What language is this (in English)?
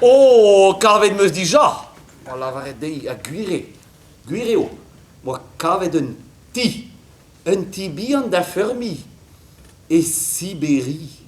Breton